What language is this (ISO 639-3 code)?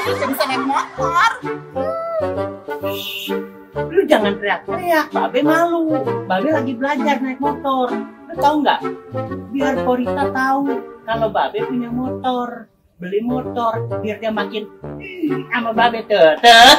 bew